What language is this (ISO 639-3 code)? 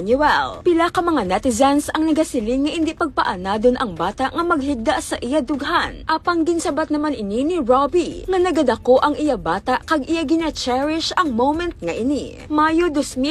hil